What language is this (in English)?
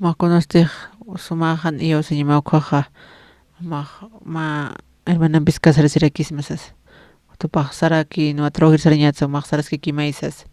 Aymara